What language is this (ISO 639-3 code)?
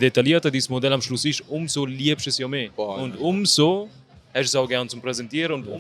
gsw